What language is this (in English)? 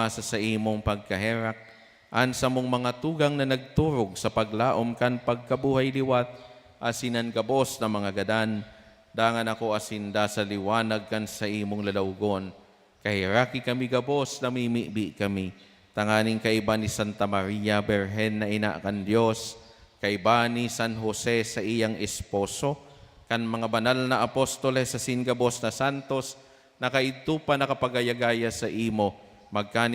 Bikol